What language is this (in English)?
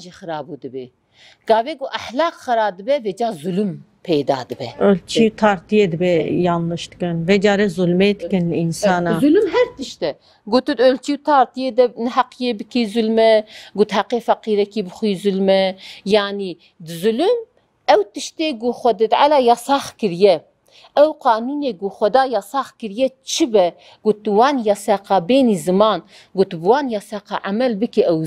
Kurdish